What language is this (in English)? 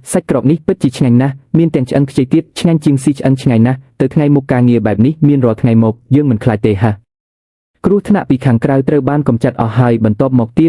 Khmer